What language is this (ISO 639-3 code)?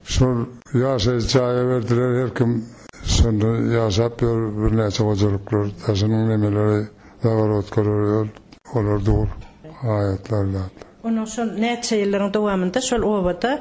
tuk